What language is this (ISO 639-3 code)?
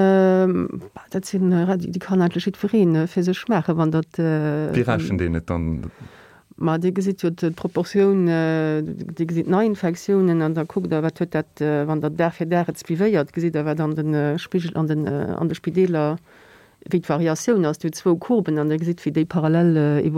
ltz